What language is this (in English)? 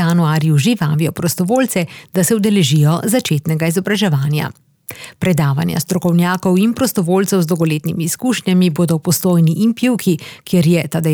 Slovenian